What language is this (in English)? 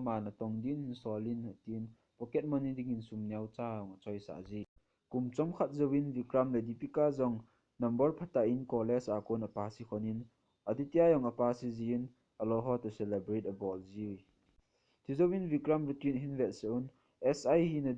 Thado Chin